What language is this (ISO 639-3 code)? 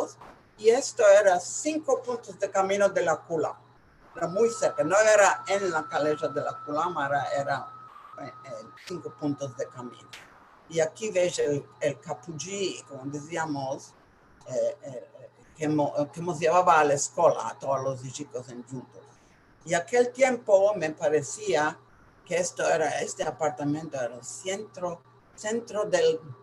lad